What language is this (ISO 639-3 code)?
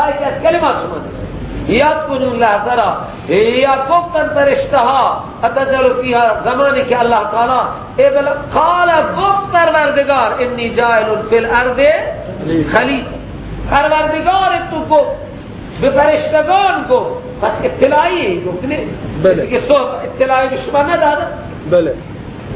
fas